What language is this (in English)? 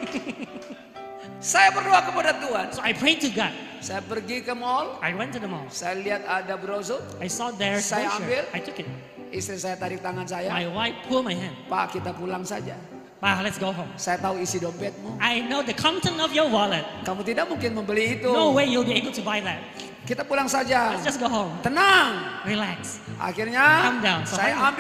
Indonesian